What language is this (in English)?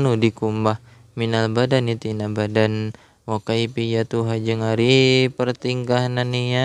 Sundanese